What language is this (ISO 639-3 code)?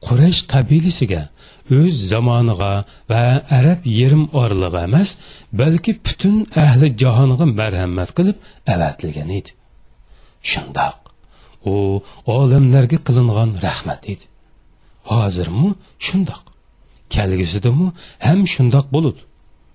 uig